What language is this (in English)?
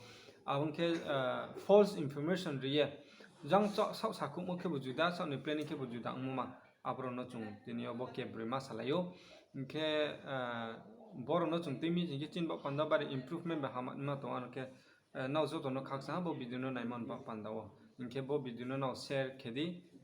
Riang (India)